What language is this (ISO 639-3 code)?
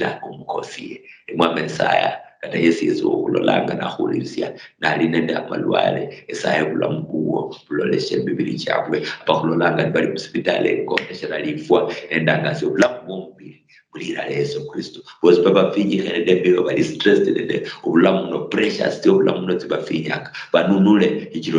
luy